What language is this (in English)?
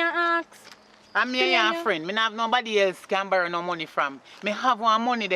Jamaican Creole English